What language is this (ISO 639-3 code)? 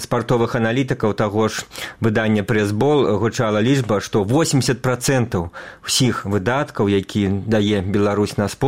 bel